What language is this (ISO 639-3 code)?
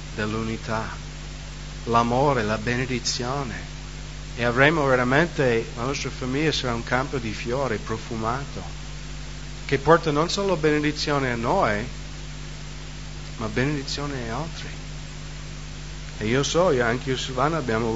ita